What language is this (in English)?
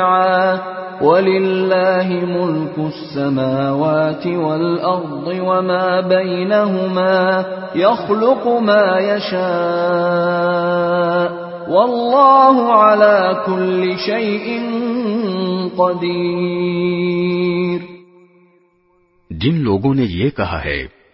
Urdu